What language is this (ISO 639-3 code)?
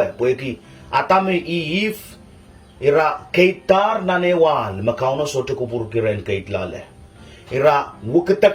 pon